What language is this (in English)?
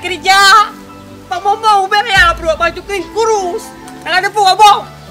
Achinese